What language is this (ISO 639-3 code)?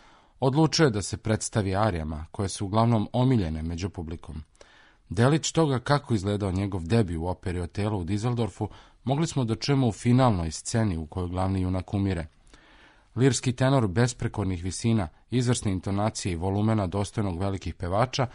srp